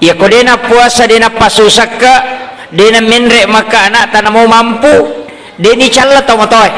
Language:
Buginese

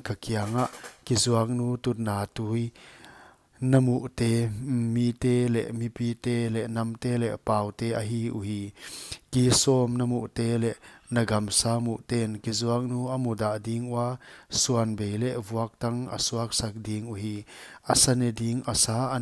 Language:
Paite Chin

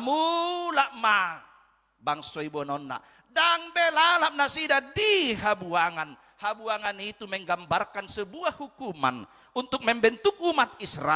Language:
Batak Toba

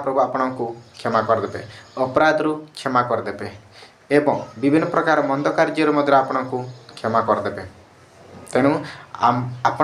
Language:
Odia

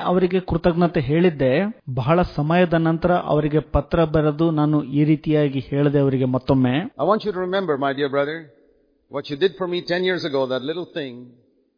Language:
Kannada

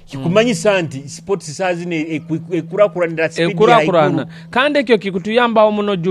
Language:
Nyoro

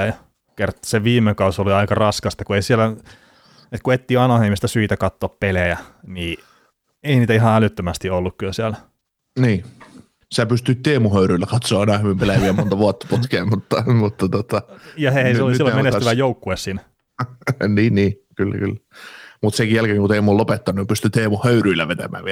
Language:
Finnish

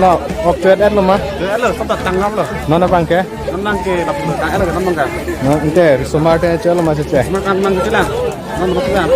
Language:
Karbi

